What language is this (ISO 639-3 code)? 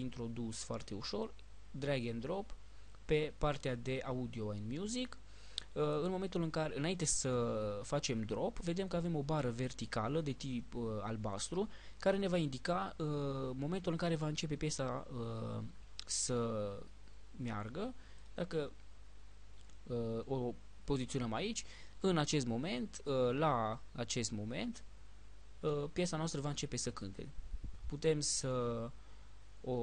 ron